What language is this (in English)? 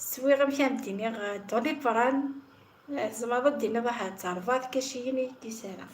Kabyle